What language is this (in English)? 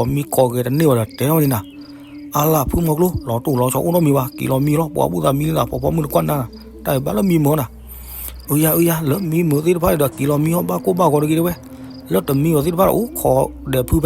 S'gaw Karen